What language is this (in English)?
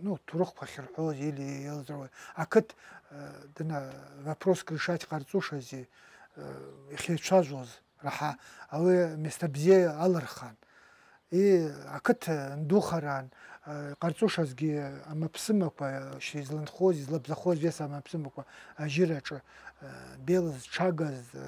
Abkhazian